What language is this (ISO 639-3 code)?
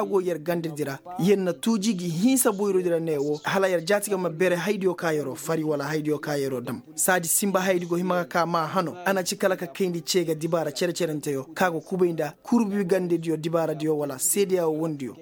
dje